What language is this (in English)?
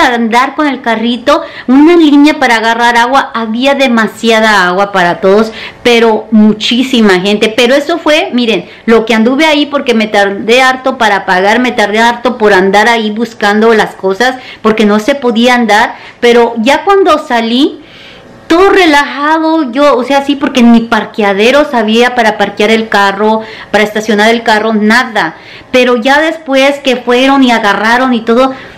Spanish